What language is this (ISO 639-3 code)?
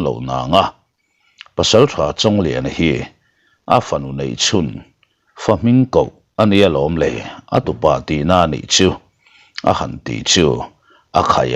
lus